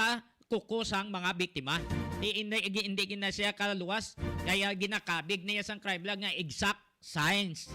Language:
Hiligaynon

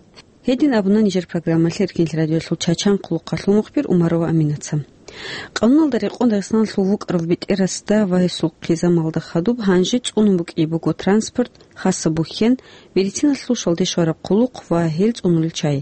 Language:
Avaric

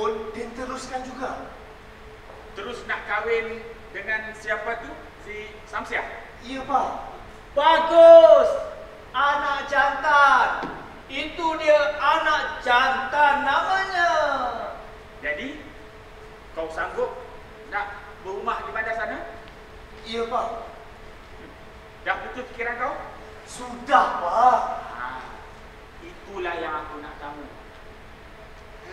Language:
Malay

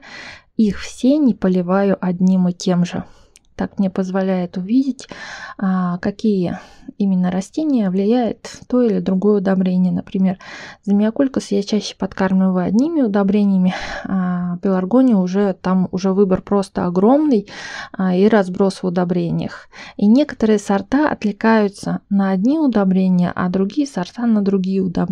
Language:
Russian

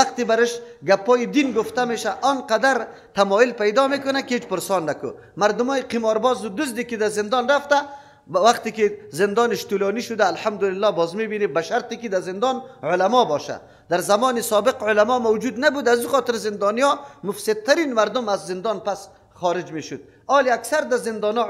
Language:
Persian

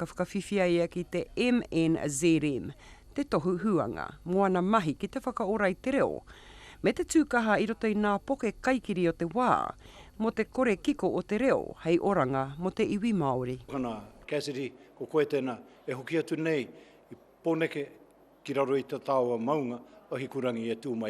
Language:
Māori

